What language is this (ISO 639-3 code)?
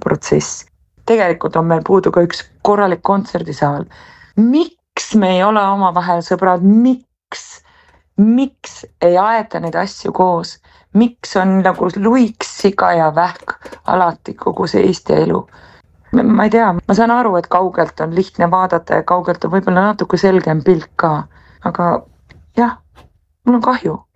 est